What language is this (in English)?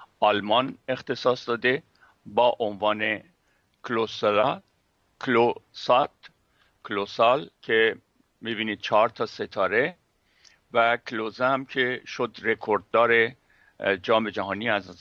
Persian